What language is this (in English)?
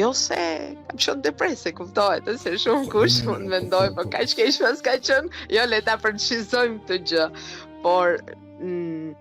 Albanian